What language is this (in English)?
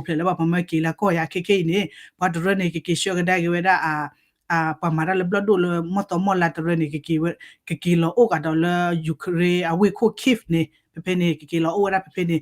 S'gaw Karen